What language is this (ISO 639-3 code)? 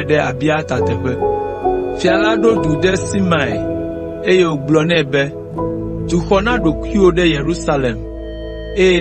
ewe